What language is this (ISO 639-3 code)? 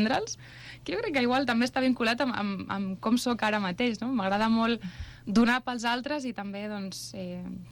cat